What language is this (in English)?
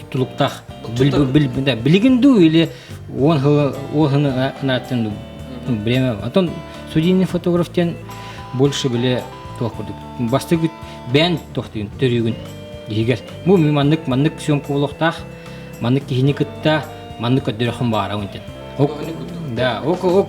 Yakut